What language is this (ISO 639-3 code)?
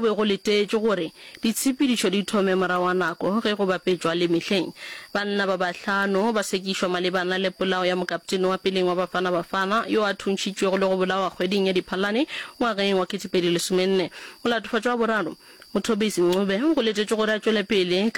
nso